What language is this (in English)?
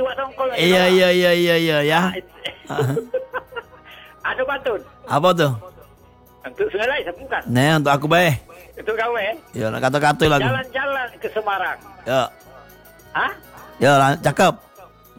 Indonesian